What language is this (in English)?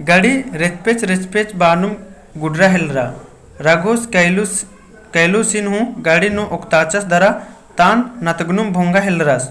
Kurukh